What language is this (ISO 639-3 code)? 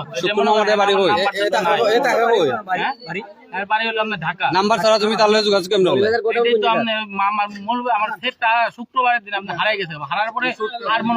syl